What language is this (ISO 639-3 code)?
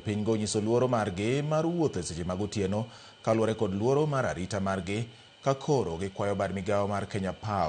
luo